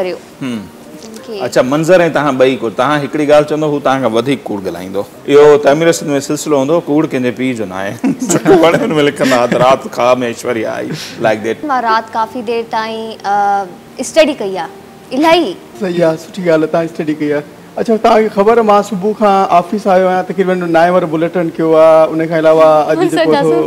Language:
Sindhi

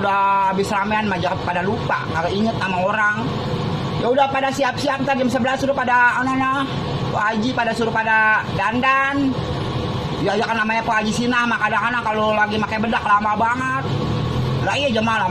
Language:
Betawi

